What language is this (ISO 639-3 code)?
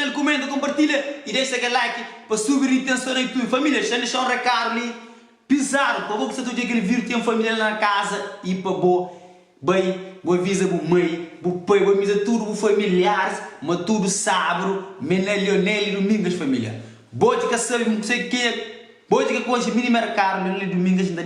kea